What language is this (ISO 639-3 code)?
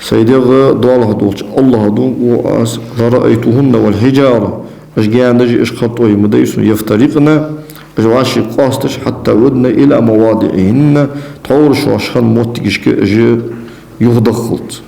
inh